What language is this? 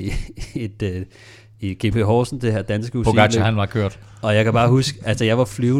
Danish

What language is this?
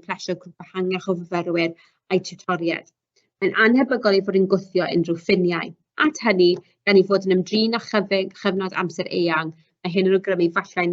Welsh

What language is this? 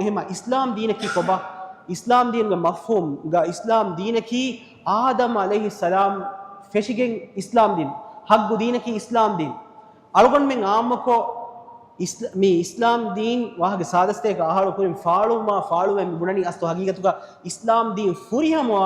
Divehi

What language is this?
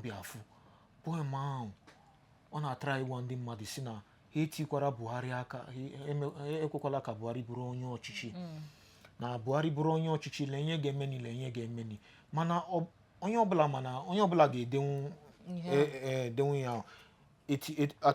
Igbo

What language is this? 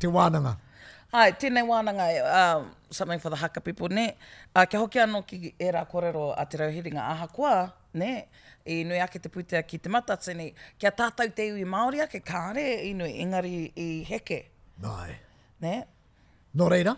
Māori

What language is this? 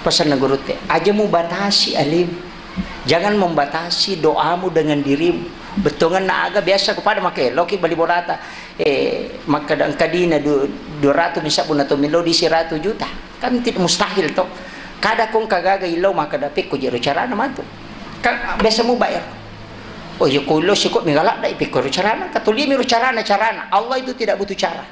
Buginese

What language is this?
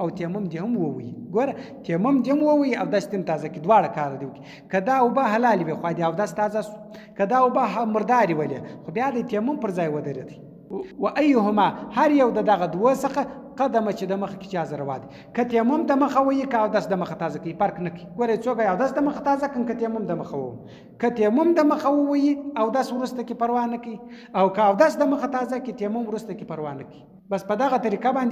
Pashto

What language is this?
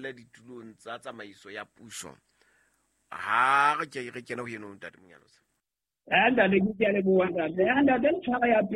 Southern Sotho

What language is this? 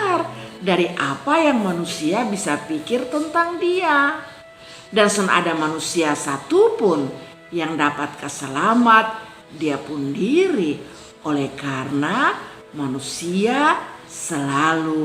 Kupang Malay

